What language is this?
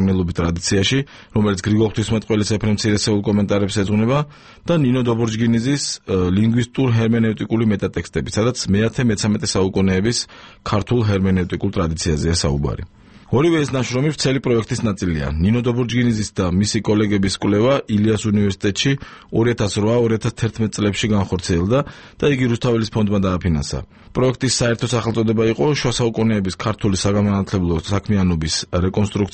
Georgian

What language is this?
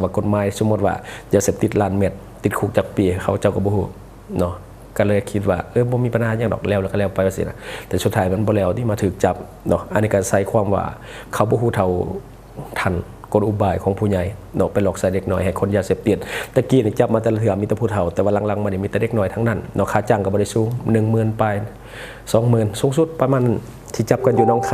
Lao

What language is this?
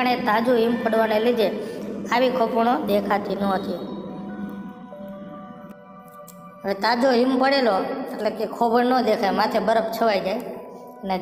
Gujarati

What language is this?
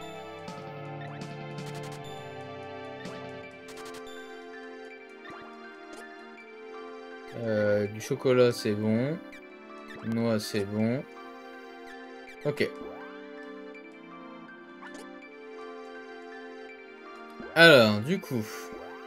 French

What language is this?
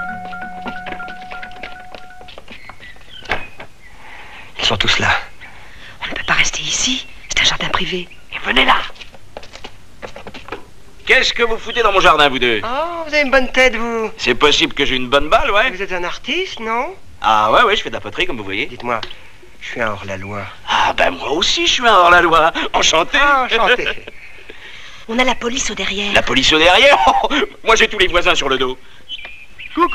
French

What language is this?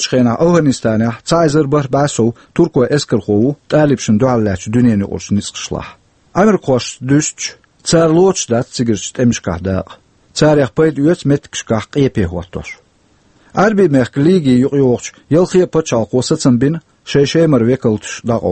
Chechen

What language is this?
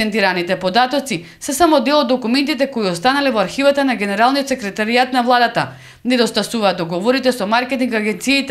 Macedonian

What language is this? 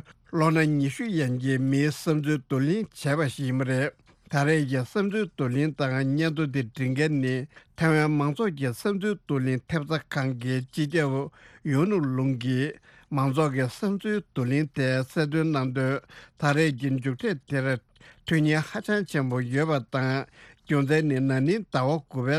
Tibetan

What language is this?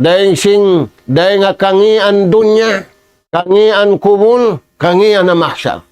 Tausug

